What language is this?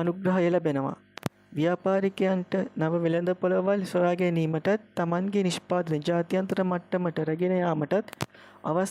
Sinhala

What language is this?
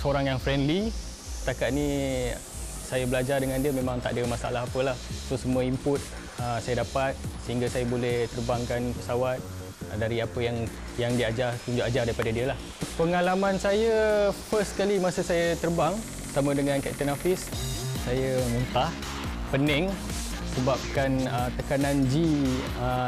Malay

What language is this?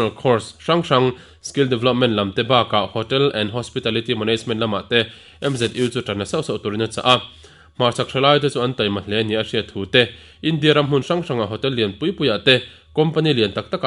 Mizo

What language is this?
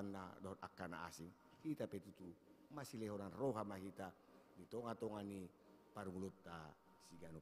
Batak Toba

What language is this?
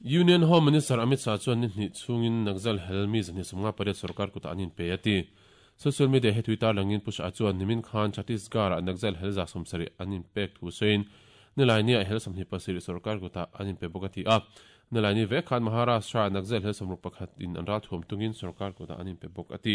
Mizo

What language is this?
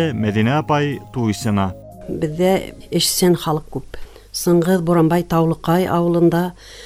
Bashkir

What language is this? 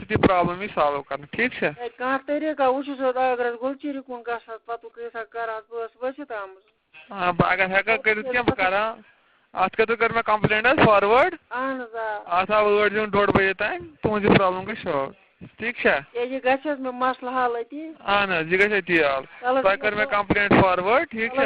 Kashmiri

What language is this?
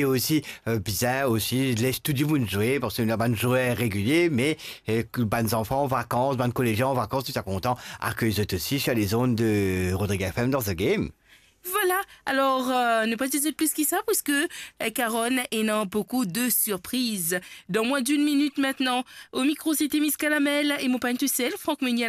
Morisyen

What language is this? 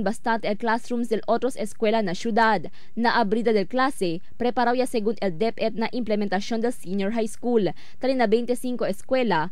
Chavacano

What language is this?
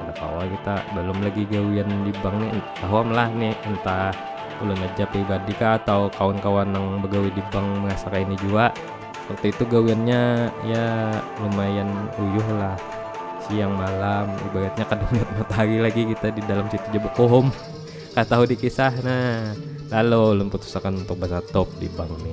Banjar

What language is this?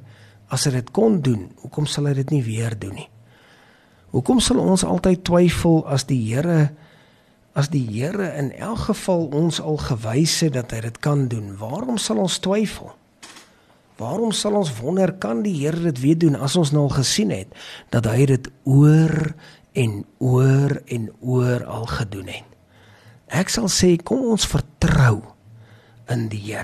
Afrikaans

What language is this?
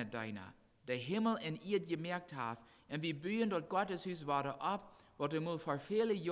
Plautdietsch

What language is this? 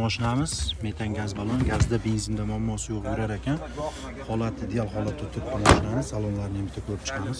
Uzbek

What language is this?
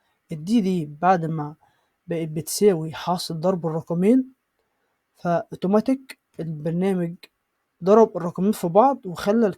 Egyptian Arabic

